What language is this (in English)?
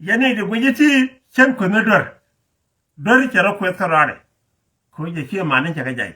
Nuer